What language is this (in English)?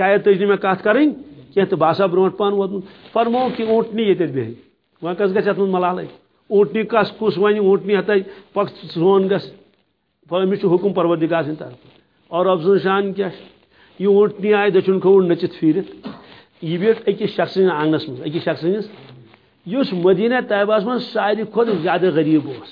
Kashmiri